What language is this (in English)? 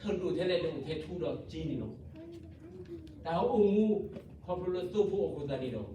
S'gaw Karen